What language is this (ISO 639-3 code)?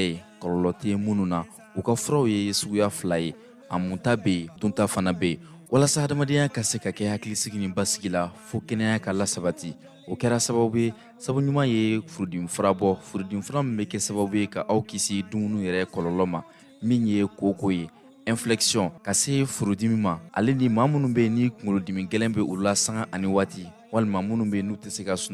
bam